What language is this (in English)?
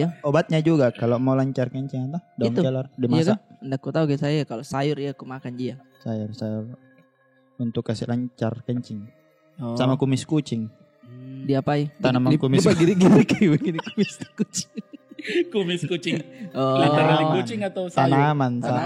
Makassar Malay